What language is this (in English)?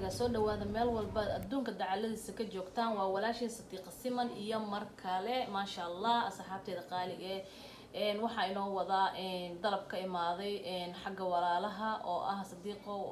Somali